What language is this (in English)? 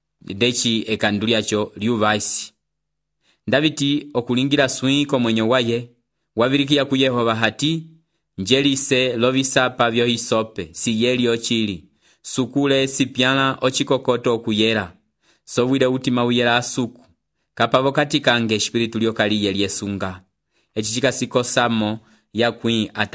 Umbundu